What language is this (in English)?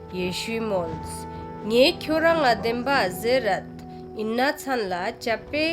Ladakhi